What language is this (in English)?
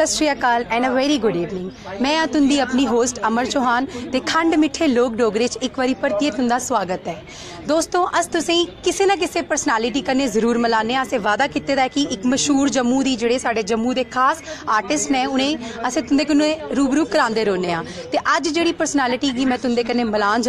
Dogri